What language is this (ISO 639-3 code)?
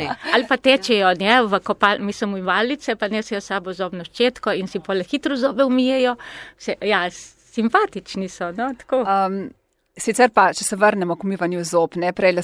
slv